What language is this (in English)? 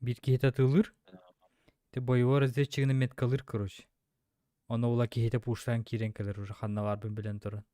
Yakut